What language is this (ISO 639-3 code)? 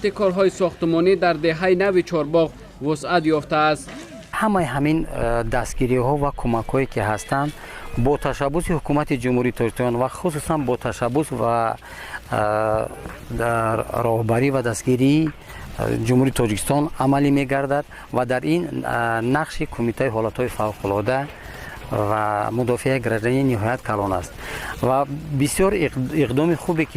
tgk